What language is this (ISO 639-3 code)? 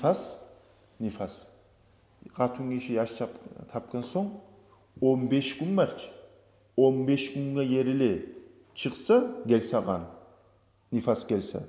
kum